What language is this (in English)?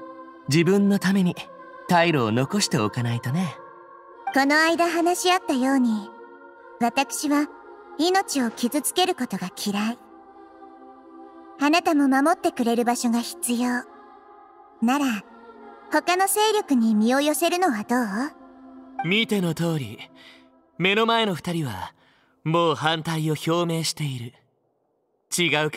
Japanese